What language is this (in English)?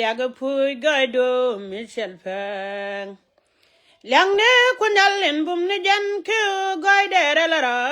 Nuer